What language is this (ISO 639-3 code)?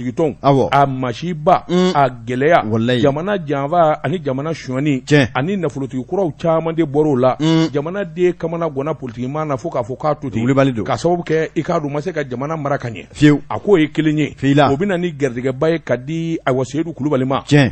bam